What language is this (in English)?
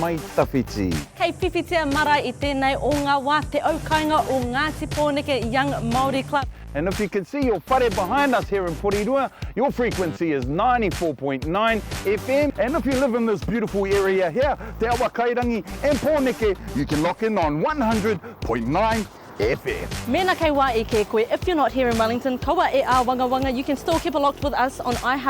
Māori